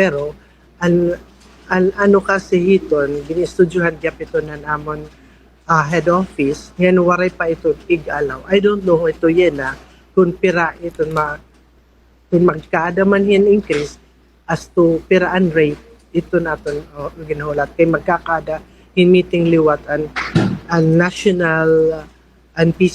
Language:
Waray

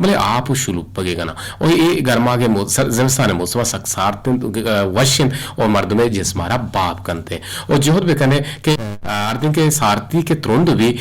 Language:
Eastern Balochi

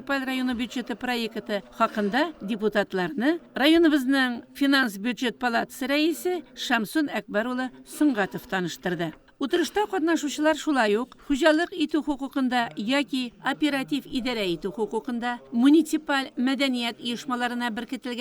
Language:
Tatar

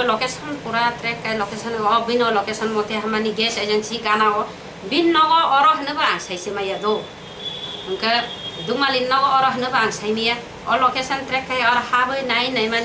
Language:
Kok Borok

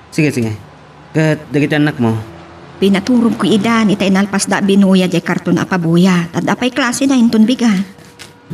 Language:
Iloko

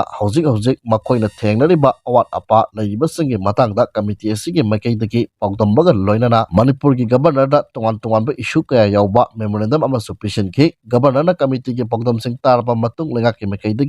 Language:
Manipuri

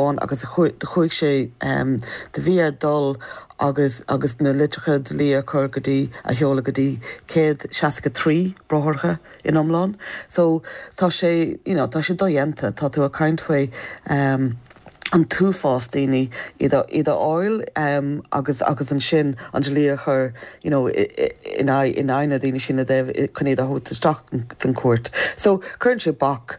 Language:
Irish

